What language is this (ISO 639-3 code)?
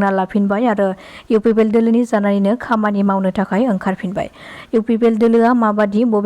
brx